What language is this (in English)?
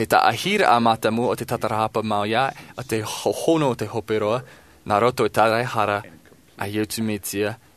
Tahitian